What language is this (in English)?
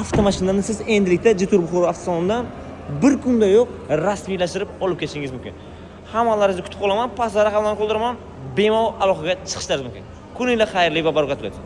Uzbek